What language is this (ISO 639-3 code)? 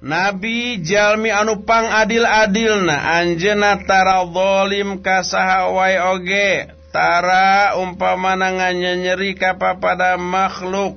sun